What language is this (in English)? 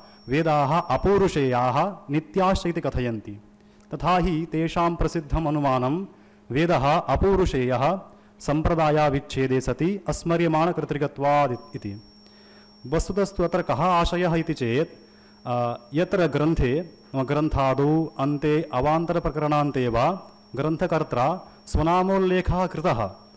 Sanskrit